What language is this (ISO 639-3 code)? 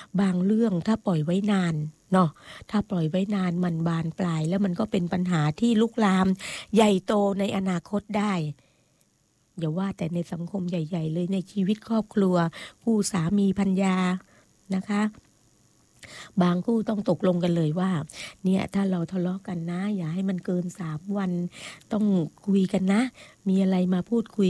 tha